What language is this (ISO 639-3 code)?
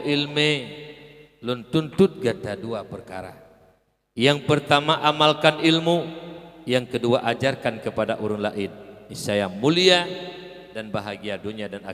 ace